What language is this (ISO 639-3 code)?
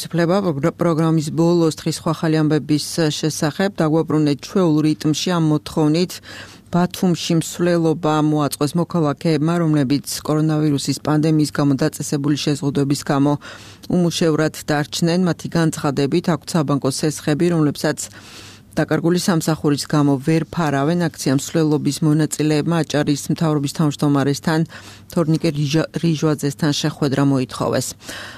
kat